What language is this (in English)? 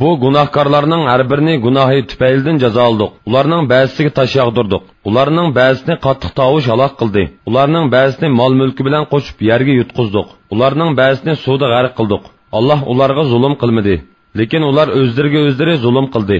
Uyghur